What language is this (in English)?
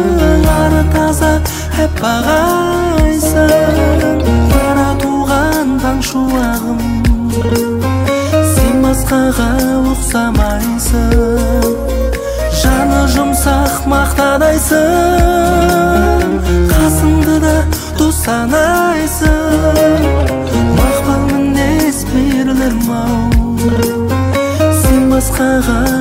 Kazakh